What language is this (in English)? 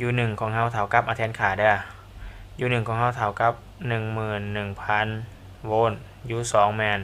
Lao